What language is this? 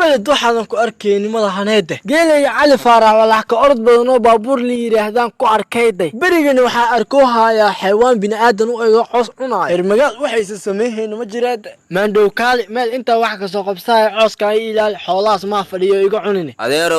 Somali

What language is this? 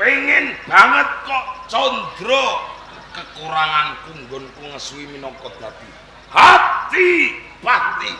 Javanese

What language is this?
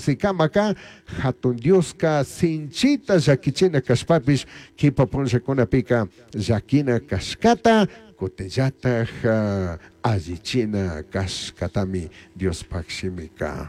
Chimborazo Highland Quichua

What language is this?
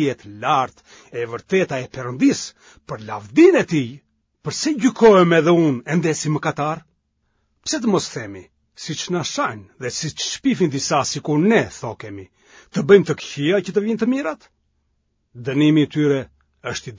Albanian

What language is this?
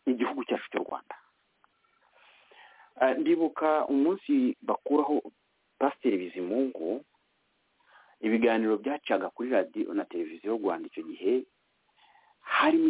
Kinyarwanda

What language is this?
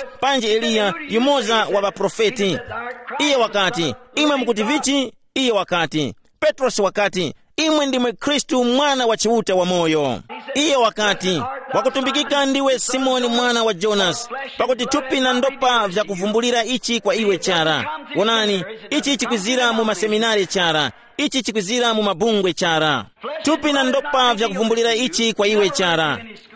Tumbuka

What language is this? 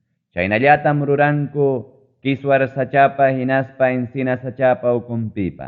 Ayacucho Quechua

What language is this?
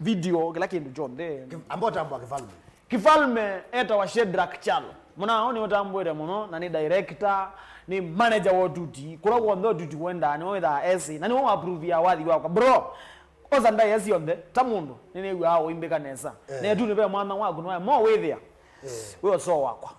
Kamba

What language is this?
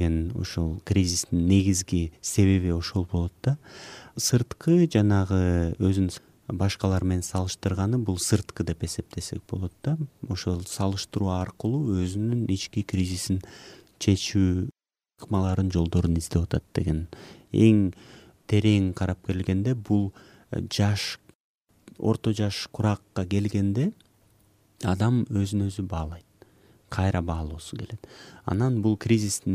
Kyrgyz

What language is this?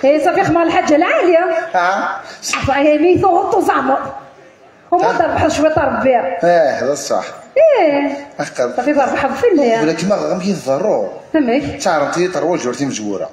Kabyle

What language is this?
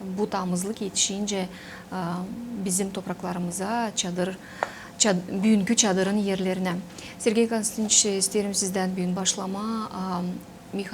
Gagauz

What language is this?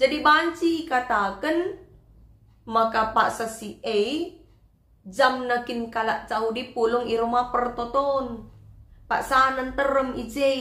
Batak Karo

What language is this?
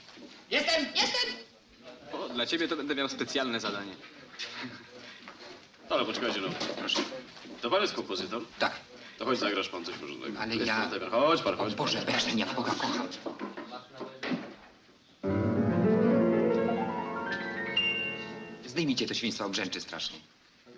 Polish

